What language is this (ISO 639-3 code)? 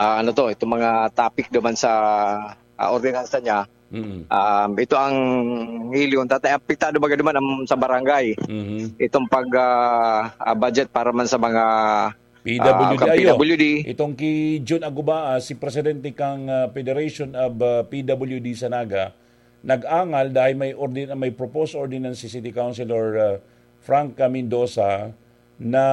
bik